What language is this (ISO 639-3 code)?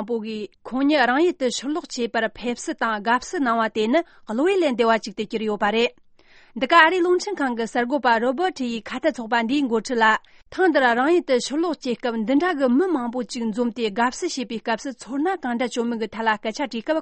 bod